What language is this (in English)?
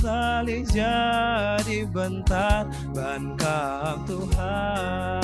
Batak Karo